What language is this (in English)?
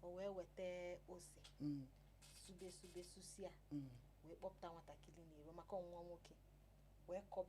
Igbo